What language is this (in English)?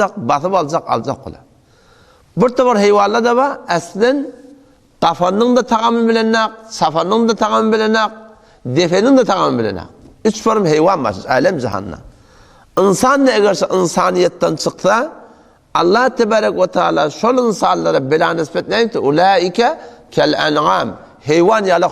Turkmen